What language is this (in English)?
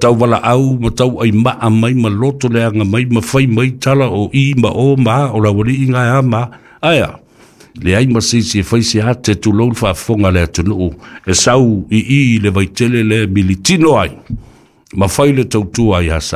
Samoan